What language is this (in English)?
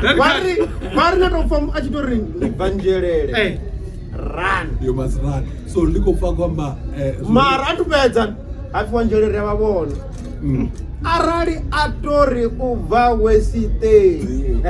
Venda